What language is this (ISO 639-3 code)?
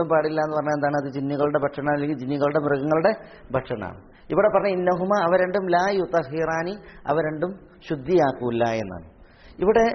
mal